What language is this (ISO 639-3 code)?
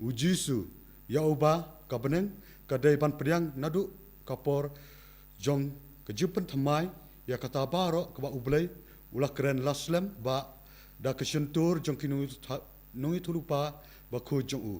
kha